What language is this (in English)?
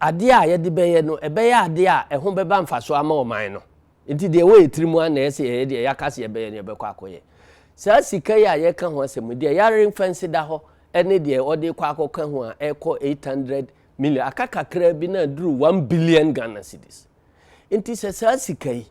Akan